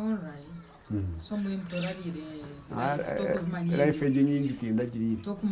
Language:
Nyankole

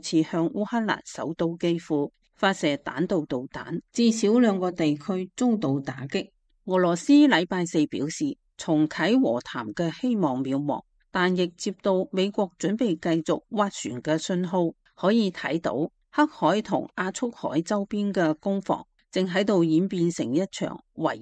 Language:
Cantonese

